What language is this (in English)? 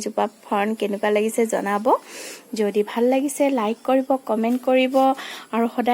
Assamese